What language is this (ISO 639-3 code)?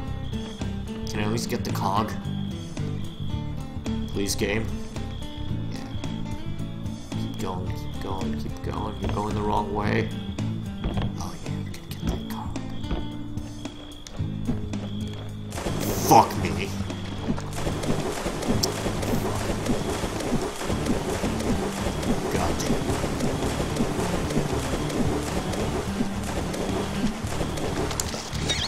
eng